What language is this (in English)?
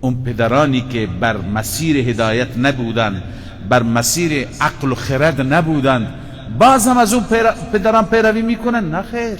Persian